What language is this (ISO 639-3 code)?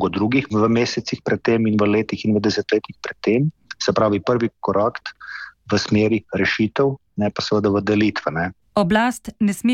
slv